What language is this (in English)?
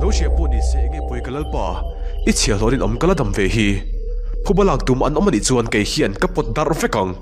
Mizo